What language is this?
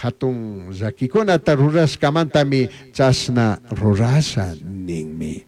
Chimborazo Highland Quichua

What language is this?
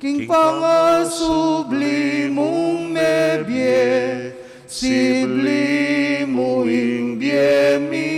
Pampanga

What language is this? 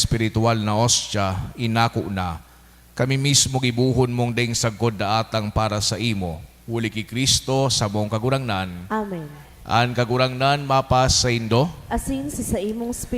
Bikol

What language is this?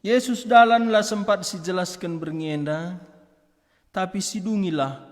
Batak Karo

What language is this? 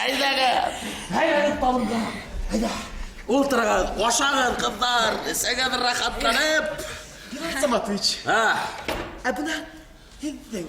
Bashkir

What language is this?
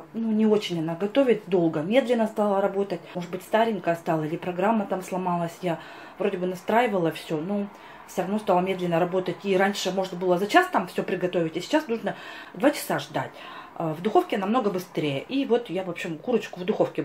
Russian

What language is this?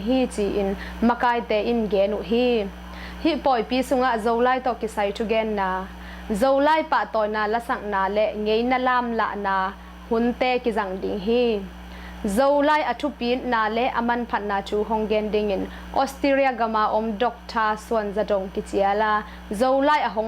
Tedim Chin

